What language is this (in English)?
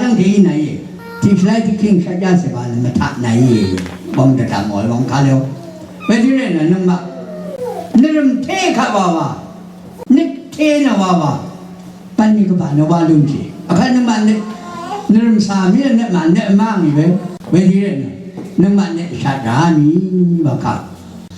Rawang